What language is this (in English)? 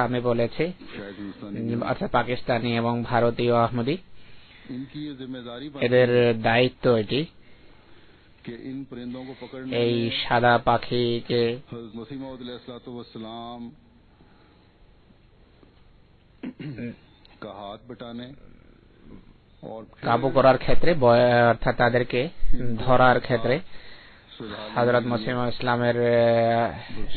Bangla